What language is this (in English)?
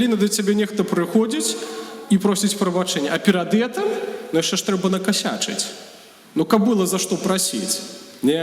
Belarusian